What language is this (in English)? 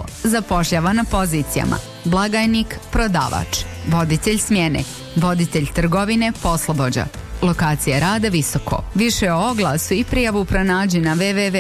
Bosnian